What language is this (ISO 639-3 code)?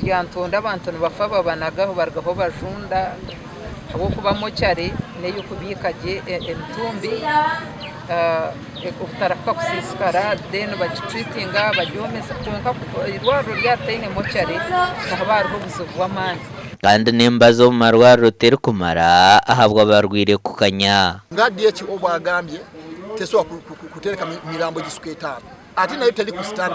nyn